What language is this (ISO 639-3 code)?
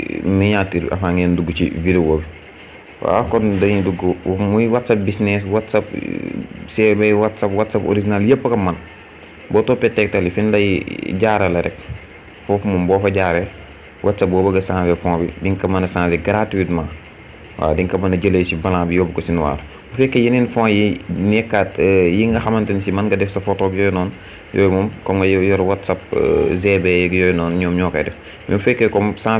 wol